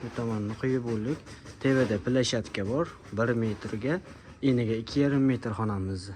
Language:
Uzbek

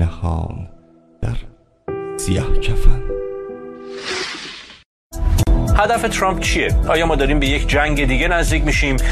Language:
Persian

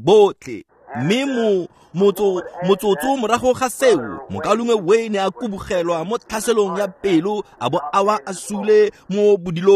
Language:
Tswana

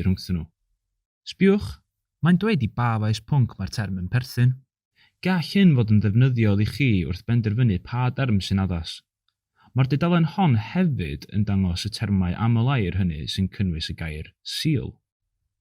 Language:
Welsh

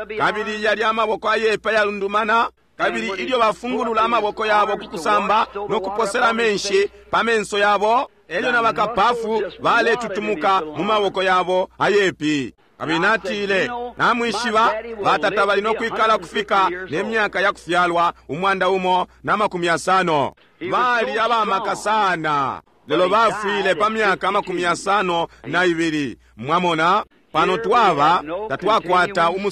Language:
Bemba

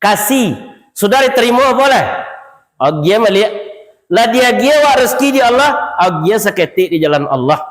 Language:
Minangkabau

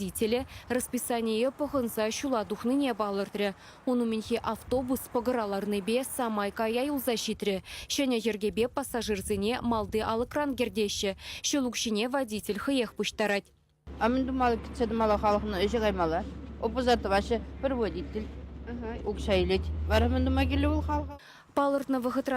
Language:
Chuvash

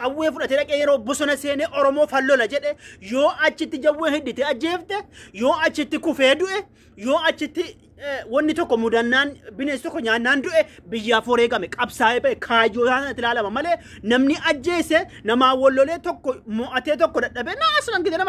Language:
Oromo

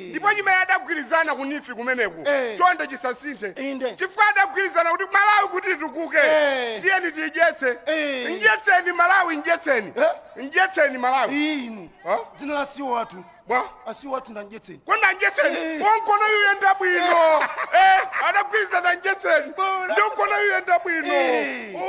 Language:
Nyanja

